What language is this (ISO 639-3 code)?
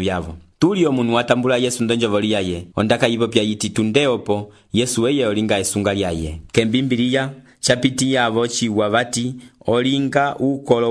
umb